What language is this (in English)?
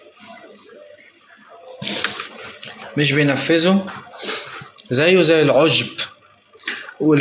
Egyptian Arabic